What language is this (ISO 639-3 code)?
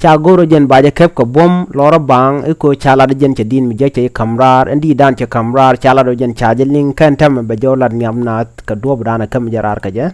nus